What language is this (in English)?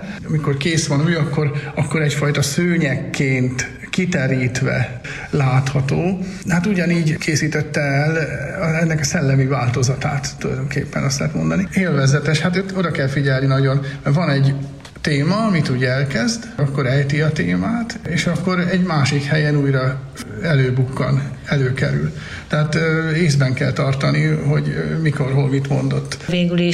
Hungarian